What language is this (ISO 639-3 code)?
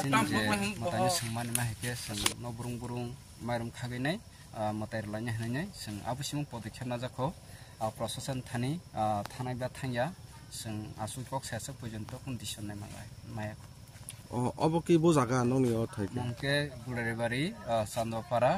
trp